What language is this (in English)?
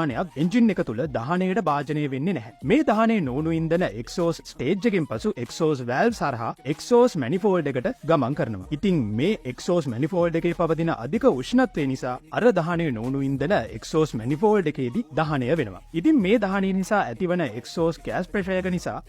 Sinhala